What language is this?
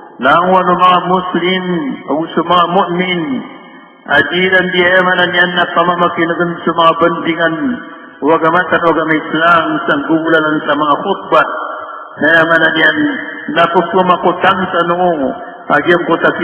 Maranao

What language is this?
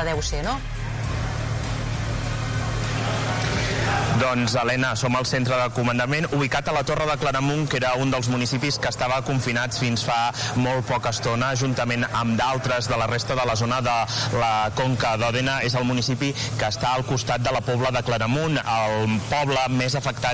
Catalan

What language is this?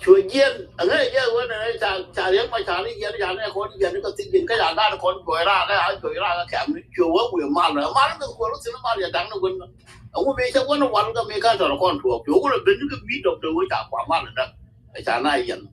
Nuer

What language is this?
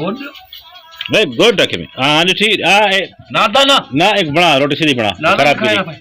Saraiki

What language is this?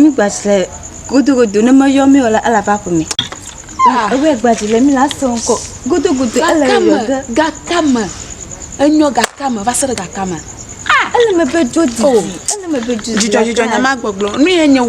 Ewe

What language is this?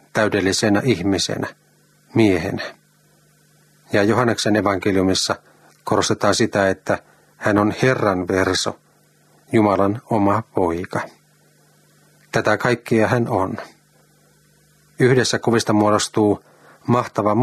Finnish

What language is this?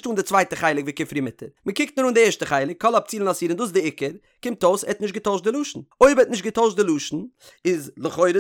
Yiddish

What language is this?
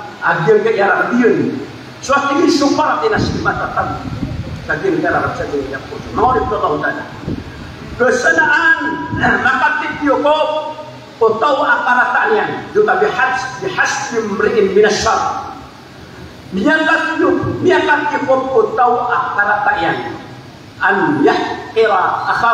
Maranao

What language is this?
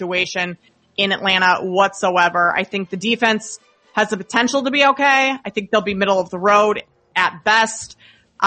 English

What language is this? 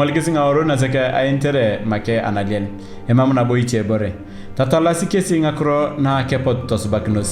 Turkana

